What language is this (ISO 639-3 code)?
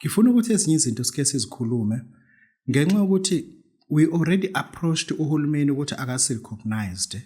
zul